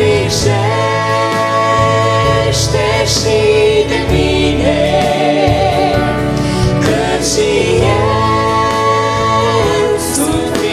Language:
Romanian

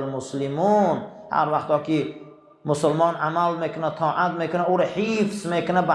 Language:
Tajik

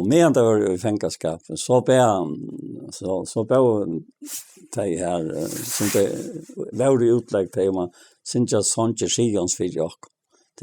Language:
Faroese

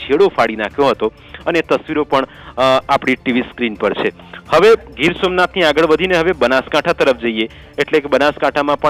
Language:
Gujarati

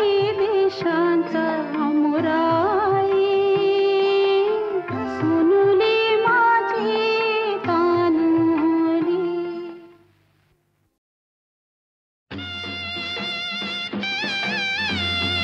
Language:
Marathi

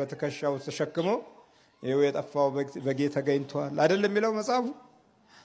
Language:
Amharic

